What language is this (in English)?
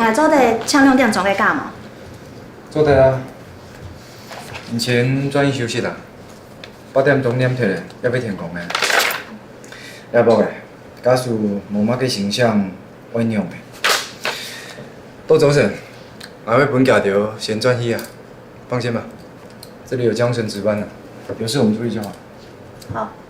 Hakka Chinese